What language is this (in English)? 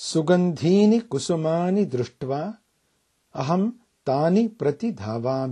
Sanskrit